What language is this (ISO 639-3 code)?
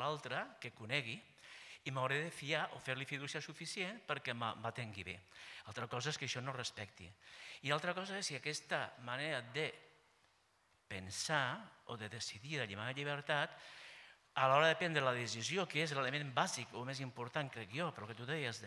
cat